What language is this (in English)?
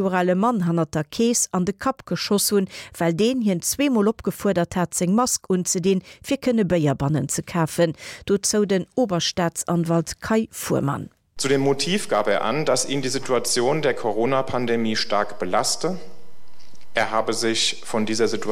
Luxembourgish